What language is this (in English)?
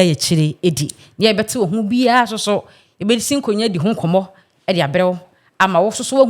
Akan